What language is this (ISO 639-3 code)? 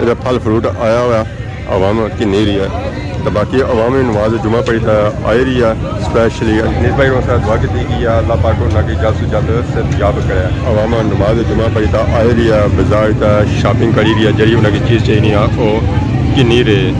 phr